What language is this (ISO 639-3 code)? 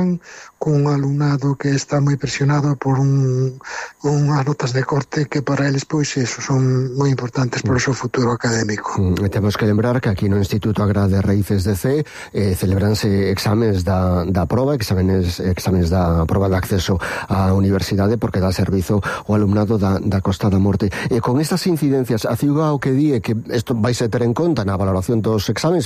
glg